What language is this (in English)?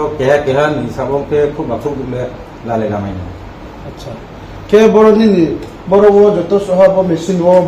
Riang (India)